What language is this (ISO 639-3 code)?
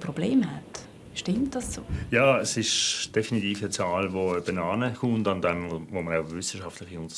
gsw